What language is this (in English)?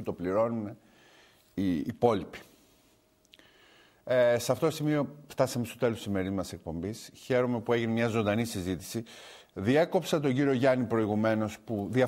Greek